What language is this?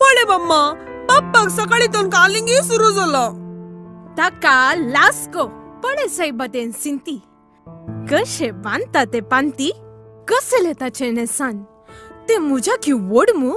Konkani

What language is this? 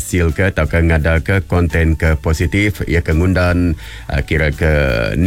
Iban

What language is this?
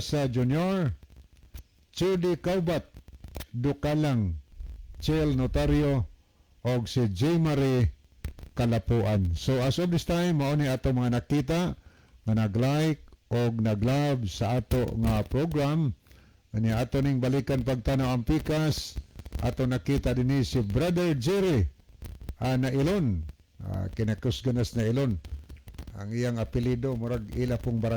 Cebuano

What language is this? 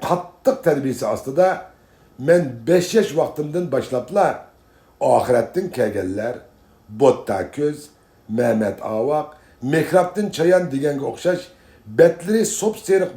Uyghur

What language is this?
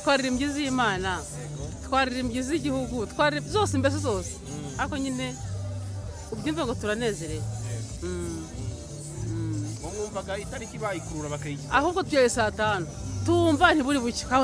Kinyarwanda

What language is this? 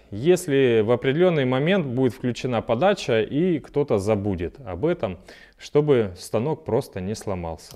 Russian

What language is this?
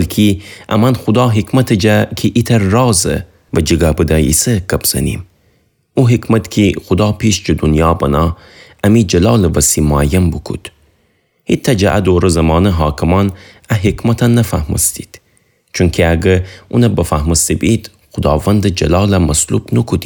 Gilaki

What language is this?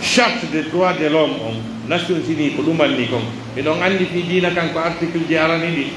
Pular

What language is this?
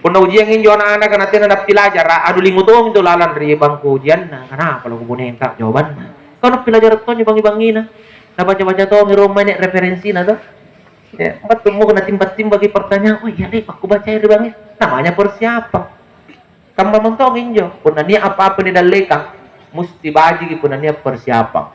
Makasar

